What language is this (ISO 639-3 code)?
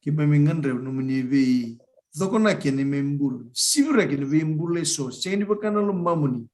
fij